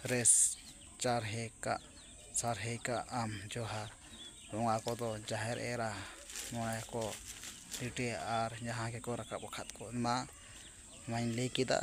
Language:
Santali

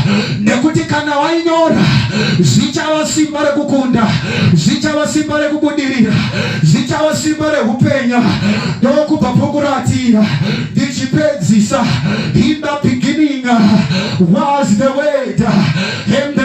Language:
Shona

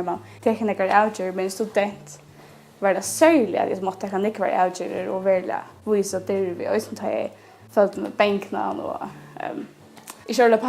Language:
Faroese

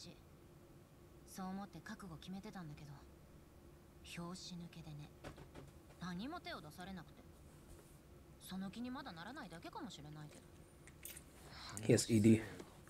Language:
Japanese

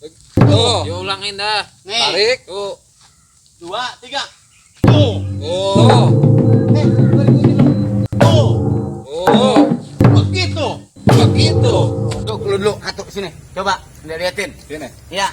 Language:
Betawi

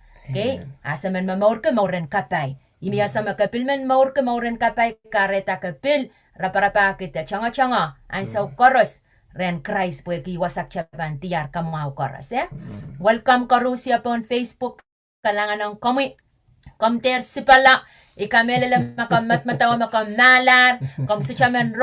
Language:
Pohnpeian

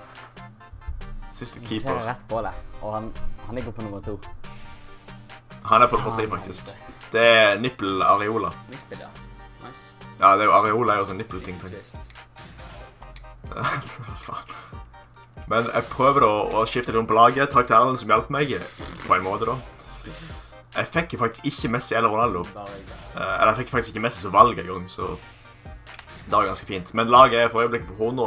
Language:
Norwegian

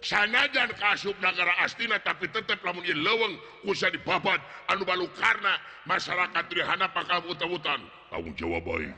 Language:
Sundanese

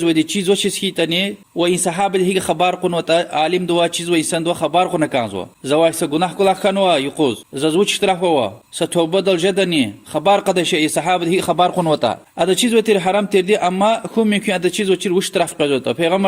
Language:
Lezghian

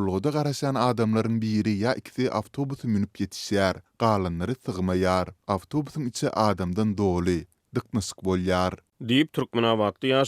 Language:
Turkmen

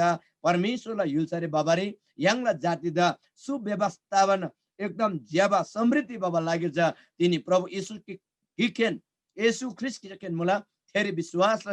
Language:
Eastern Tamang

